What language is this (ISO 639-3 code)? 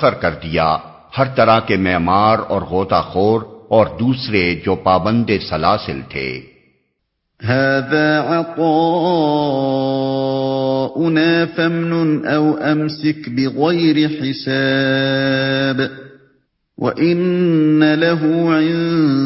urd